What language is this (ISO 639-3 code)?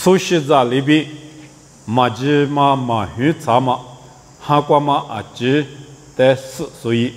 lis